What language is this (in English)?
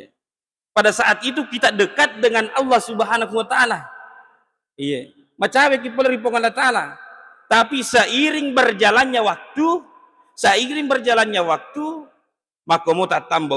Buginese